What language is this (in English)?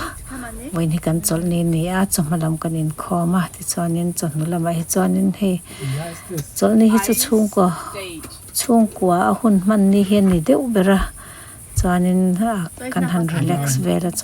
Mizo